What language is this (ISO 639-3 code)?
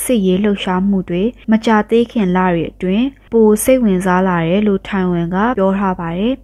mya